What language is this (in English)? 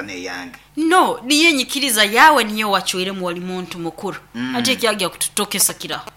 Nyoro